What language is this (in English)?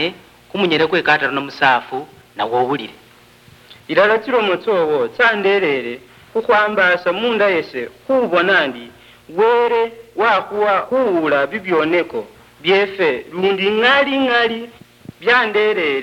Luyia